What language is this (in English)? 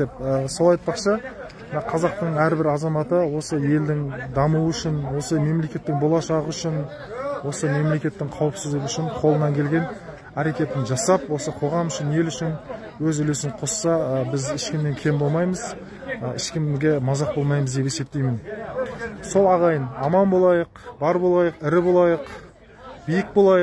Kazakh